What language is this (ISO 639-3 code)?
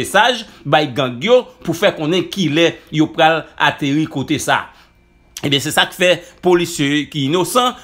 hat